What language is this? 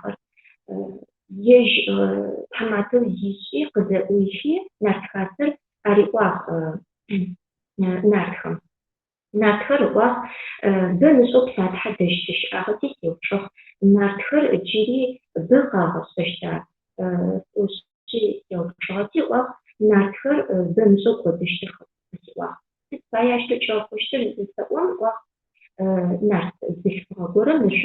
Adyghe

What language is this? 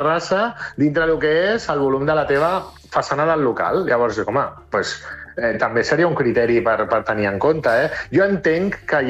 Catalan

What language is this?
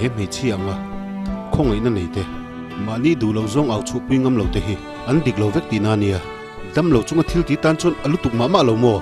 Mizo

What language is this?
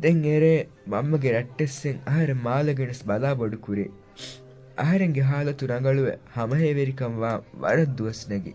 Divehi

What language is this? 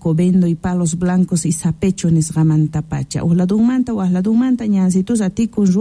South Bolivian Quechua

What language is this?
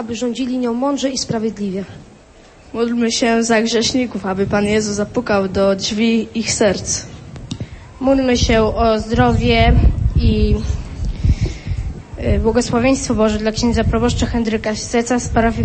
Polish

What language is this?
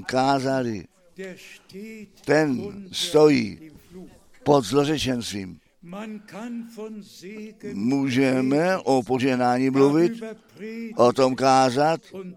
Czech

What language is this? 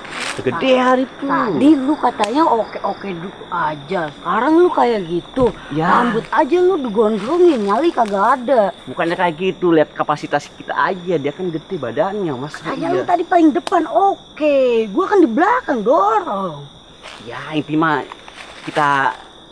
Betawi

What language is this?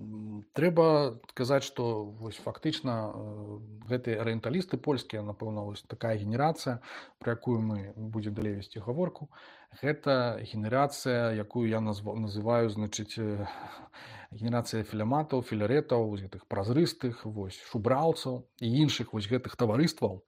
Belarusian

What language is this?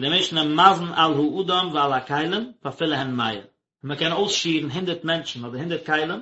Yiddish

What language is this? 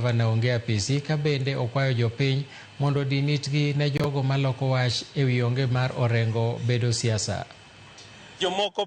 Luo (Kenya and Tanzania)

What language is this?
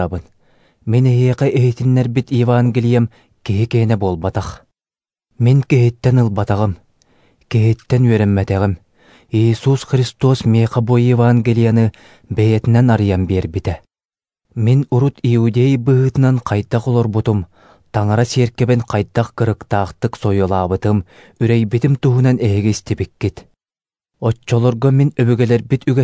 Yakut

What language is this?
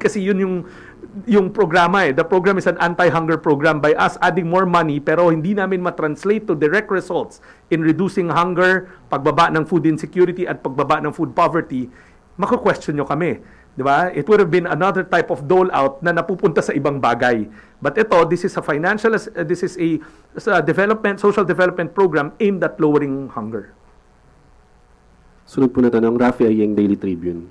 Filipino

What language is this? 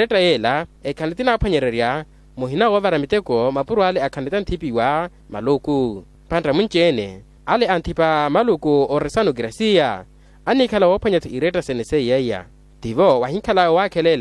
Makhuwa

